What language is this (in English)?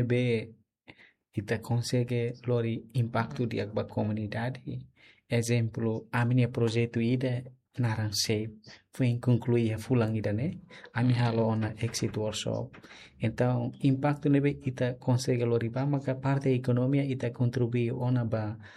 Tetum